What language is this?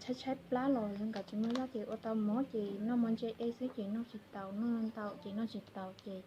Hmong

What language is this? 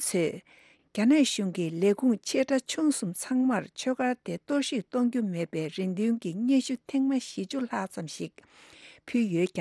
Tibetan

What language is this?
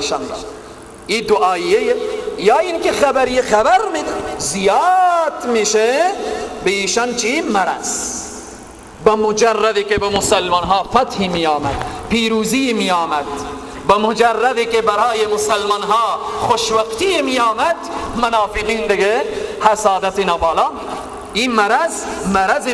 Persian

